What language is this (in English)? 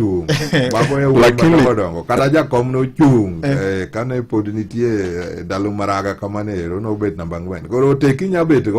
Luo (Kenya and Tanzania)